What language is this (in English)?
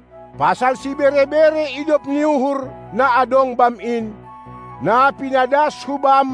Batak Simalungun